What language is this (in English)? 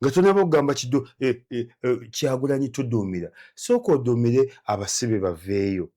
Ganda